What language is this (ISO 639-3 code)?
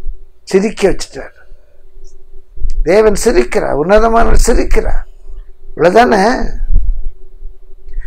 tam